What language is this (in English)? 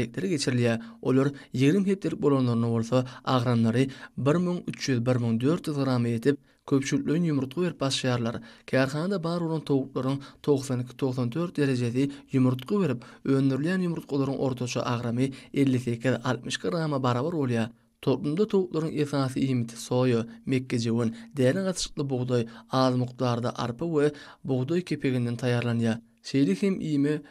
Turkmen